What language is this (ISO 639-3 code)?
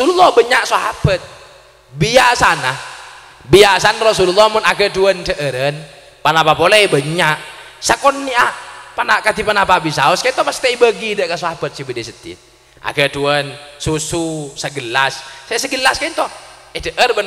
mad